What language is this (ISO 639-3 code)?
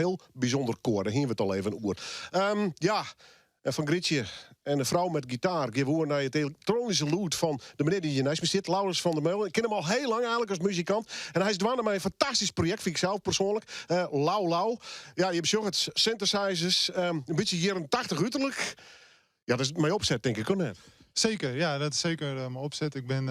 fry